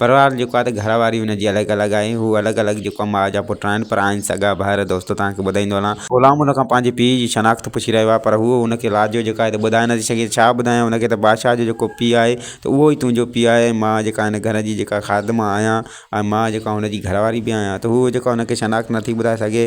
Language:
Sindhi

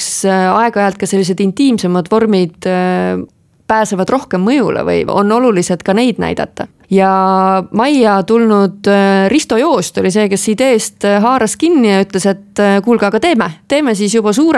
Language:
Estonian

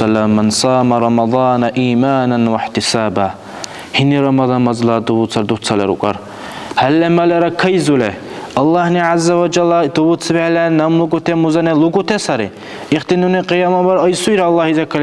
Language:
Dargwa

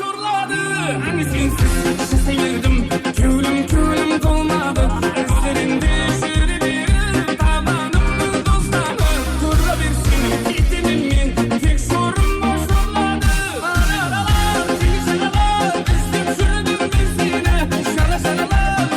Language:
Kara-Kalpak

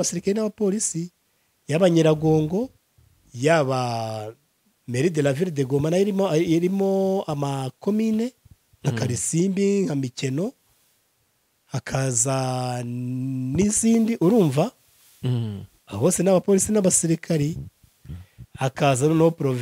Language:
Kinyarwanda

